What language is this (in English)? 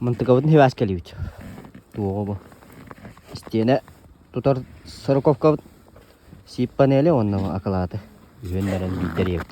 Yakut